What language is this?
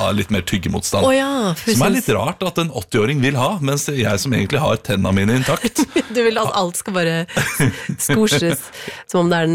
Norwegian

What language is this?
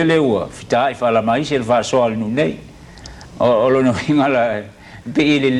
Samoan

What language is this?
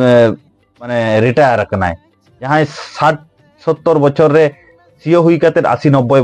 Santali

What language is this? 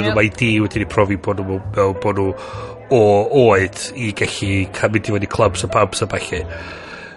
Welsh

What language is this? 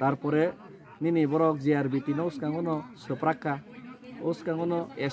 Kok Borok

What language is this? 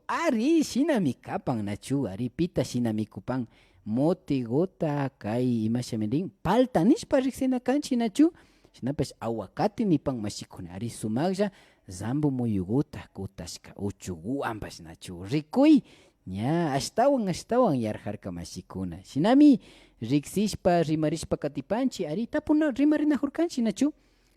Imbabura Highland Quichua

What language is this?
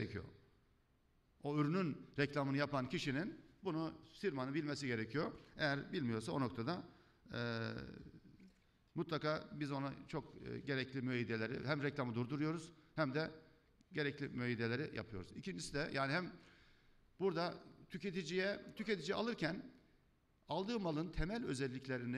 Turkish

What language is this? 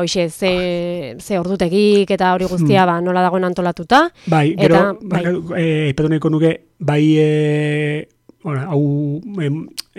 Basque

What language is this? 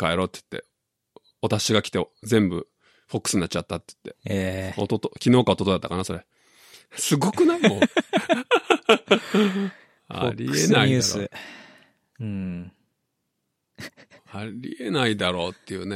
Japanese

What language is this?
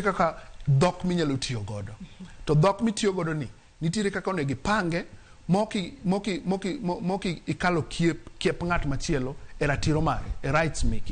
Luo (Kenya and Tanzania)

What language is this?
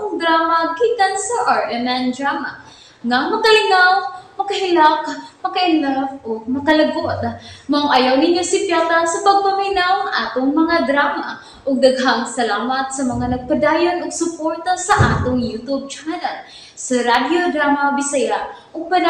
Cebuano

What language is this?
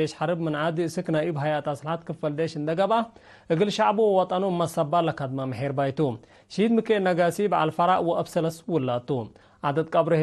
Tigre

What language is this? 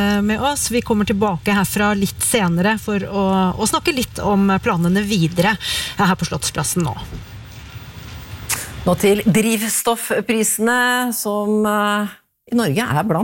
Norwegian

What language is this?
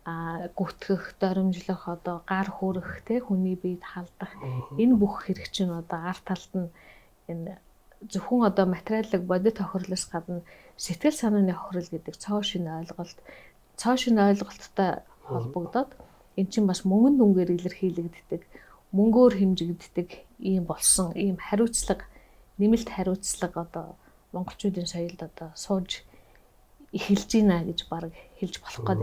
Mongolian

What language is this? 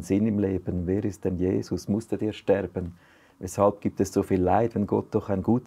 Swiss German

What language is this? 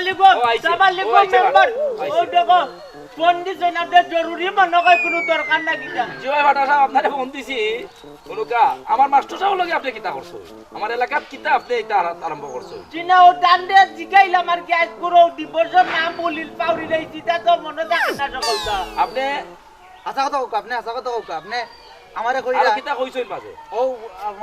Sylheti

